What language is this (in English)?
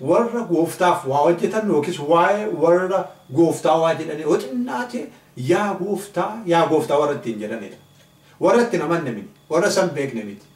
Oromo